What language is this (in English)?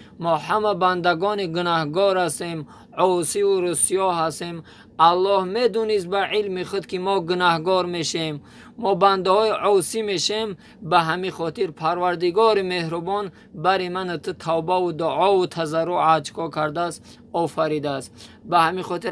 Tajik